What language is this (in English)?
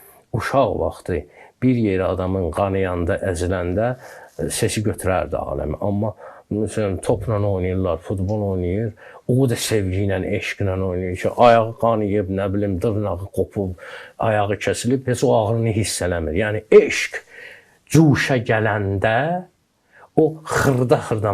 Azerbaijani